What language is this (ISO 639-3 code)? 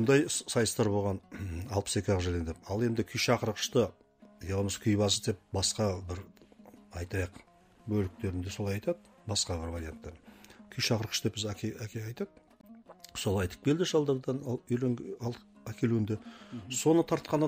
kaz